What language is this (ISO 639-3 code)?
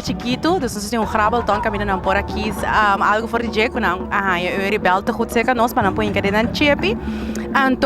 pap